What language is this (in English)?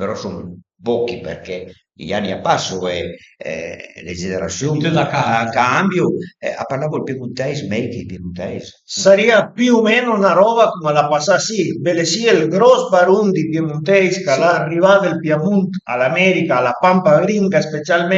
Piedmontese